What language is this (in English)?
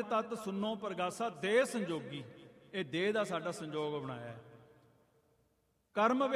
Punjabi